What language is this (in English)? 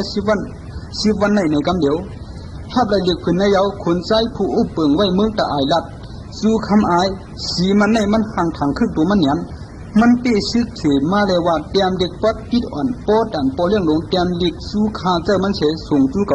Shan